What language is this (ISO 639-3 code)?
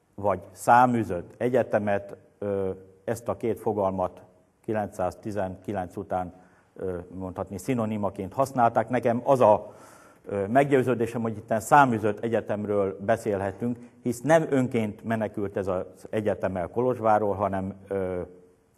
hun